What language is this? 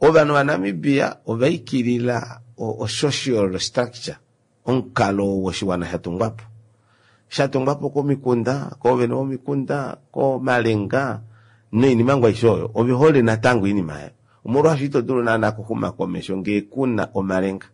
Kuanyama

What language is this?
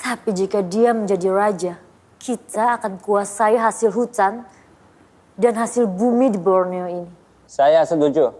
Banjar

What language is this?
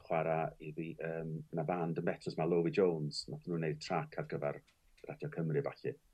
Welsh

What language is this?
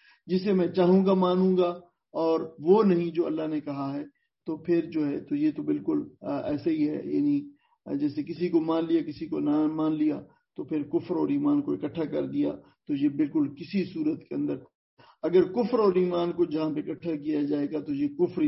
Urdu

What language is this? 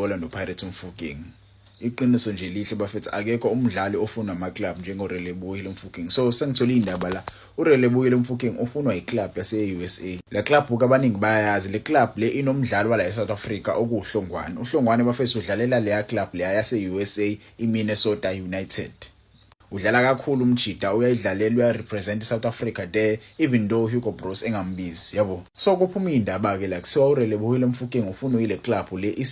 Zulu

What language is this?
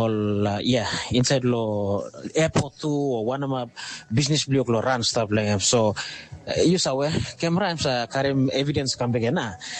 Tok Pisin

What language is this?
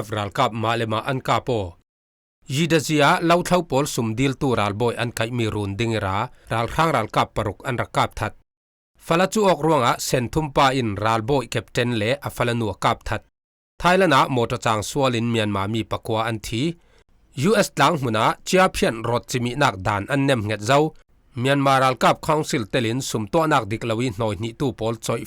Falam Chin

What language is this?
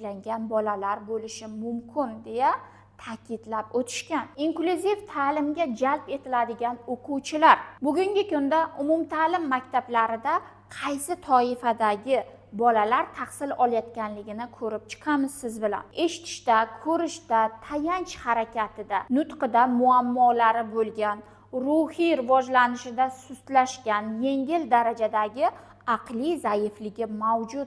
Uzbek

